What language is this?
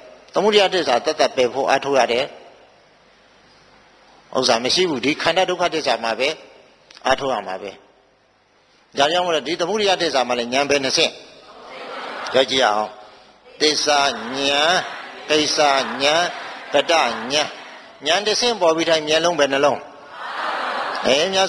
Burmese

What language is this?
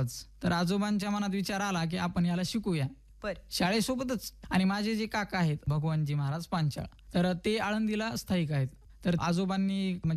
Marathi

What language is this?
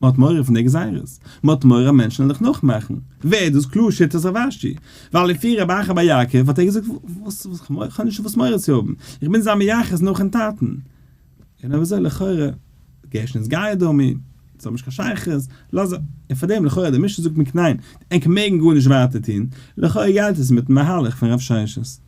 Yiddish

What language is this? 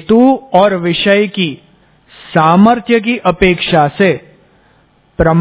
Gujarati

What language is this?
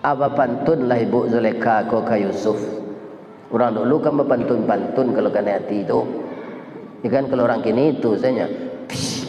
Minangkabau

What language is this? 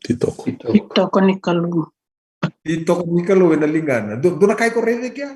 Fijian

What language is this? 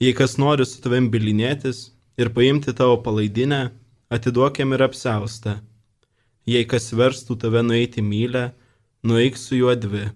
Lithuanian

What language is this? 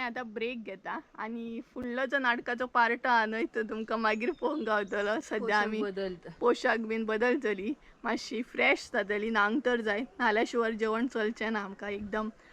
Konkani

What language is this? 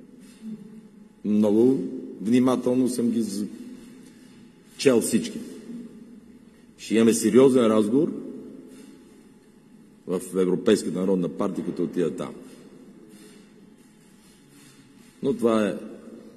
Bulgarian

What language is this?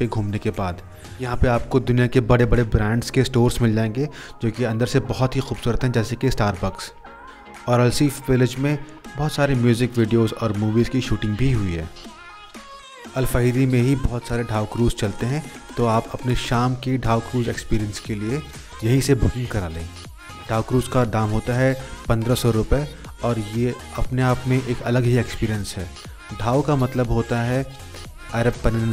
Hindi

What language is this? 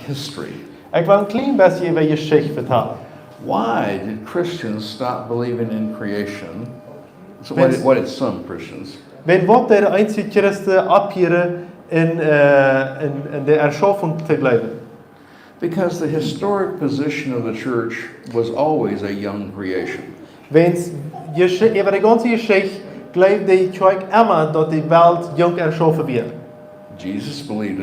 Plautdietsch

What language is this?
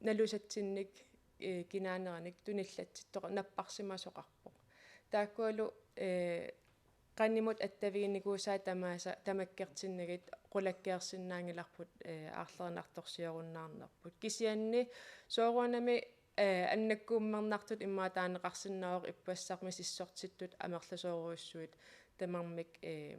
Kalaallisut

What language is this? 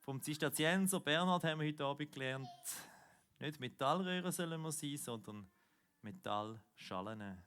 Swiss German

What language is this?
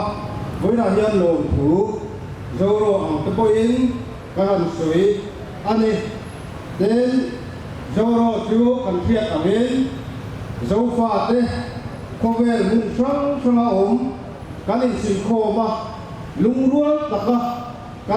Mizo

